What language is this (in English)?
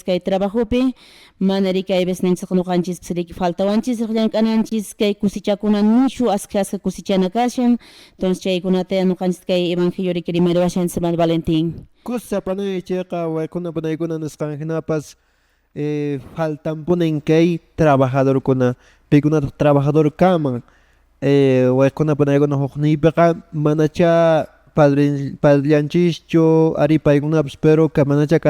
Quechua